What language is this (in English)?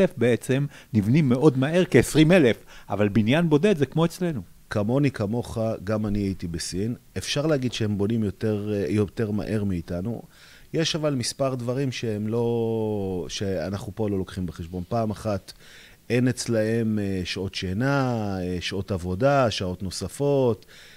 Hebrew